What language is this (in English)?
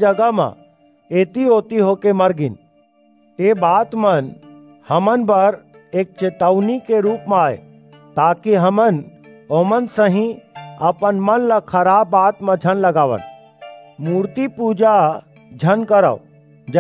Chhattisgarhi